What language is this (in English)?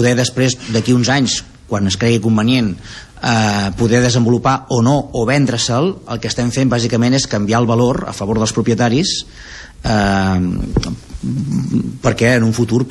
Catalan